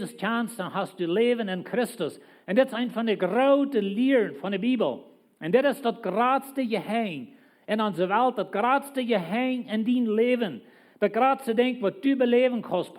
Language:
Plautdietsch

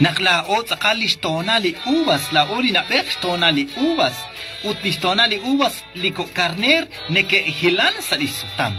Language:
Kekchí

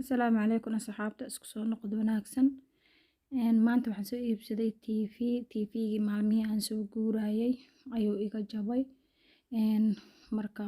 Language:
Somali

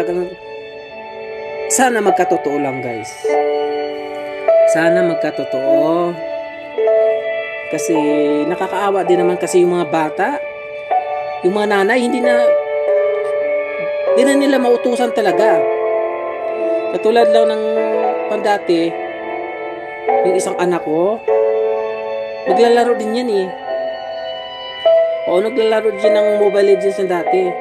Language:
Filipino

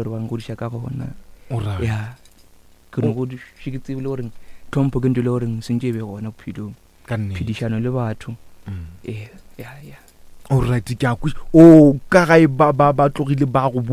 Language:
Northern Sotho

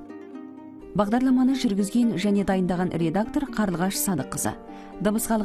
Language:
Kazakh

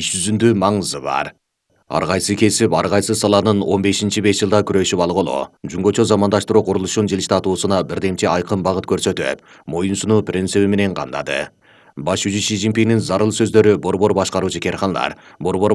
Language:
Kyrgyz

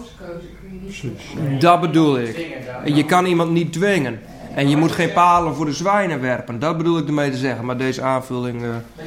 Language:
Dutch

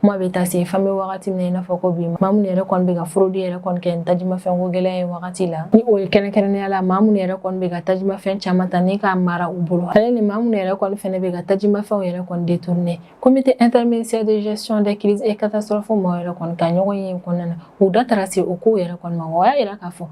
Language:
Bambara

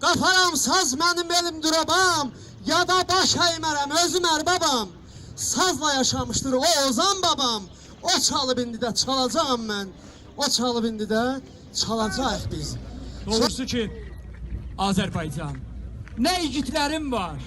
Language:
South Azerbaijani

